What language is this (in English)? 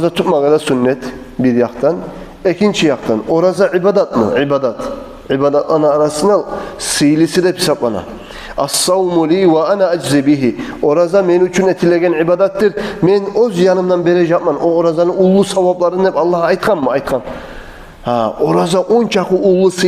Kumyk